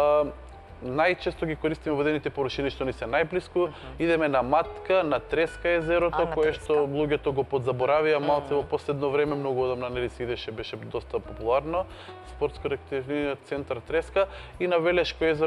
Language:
Macedonian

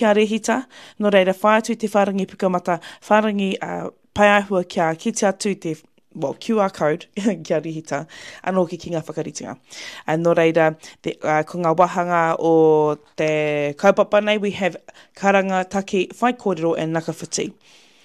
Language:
Māori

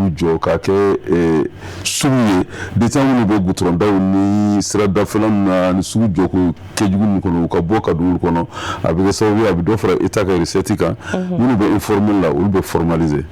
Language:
Bambara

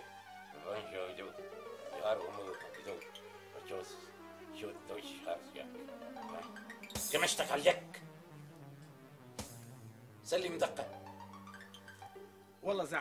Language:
North Levantine Arabic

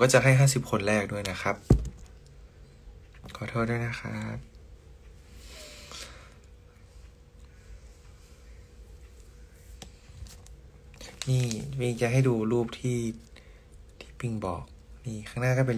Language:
Thai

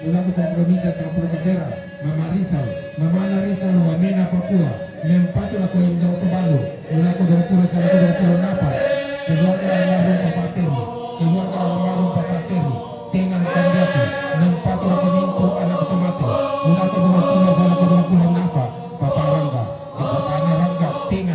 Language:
Toraja-Sa'dan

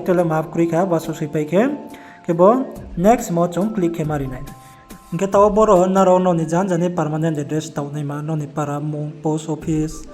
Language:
Riang (India)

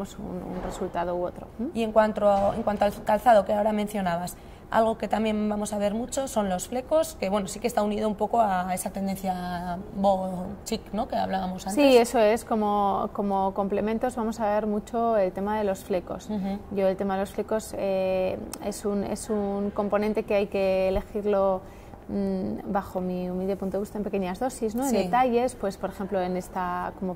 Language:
Spanish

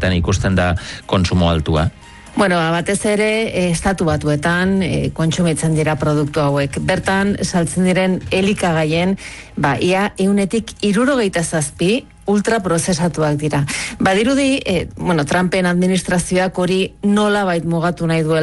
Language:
Basque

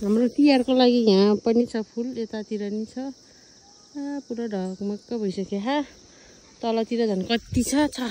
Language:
Nepali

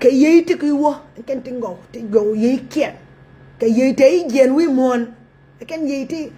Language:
Nuer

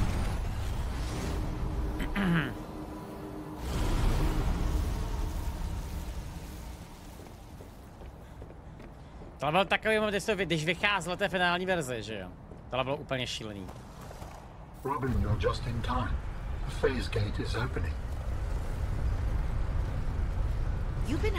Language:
Czech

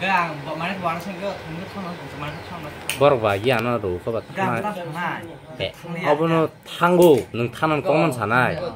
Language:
Kok Borok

